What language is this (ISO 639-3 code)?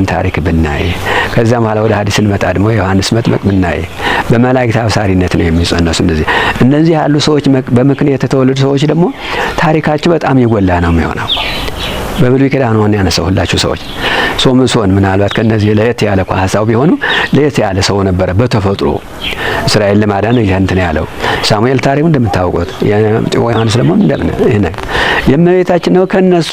amh